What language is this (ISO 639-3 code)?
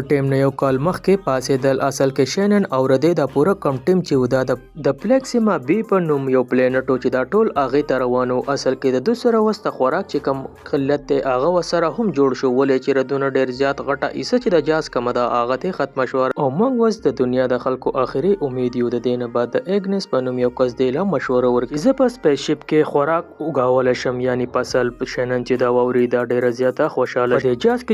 pus